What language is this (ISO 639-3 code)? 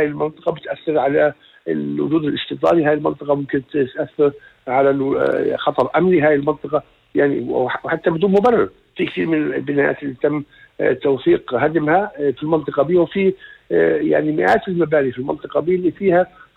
apc